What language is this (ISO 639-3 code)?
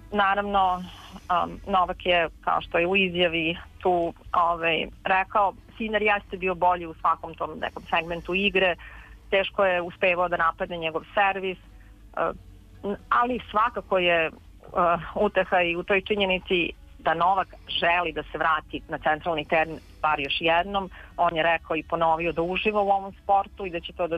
srp